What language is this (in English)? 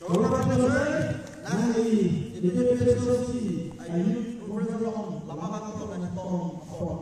Karbi